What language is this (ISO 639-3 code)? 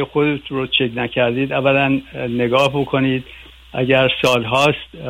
fas